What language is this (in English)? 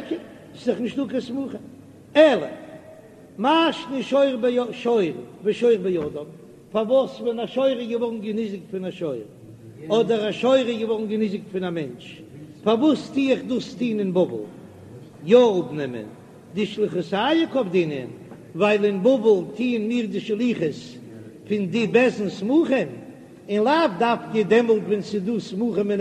Yiddish